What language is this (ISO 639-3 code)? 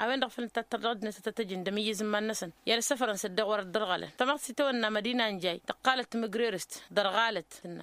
taq